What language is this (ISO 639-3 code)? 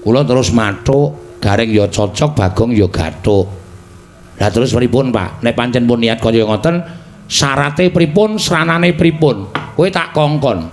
jav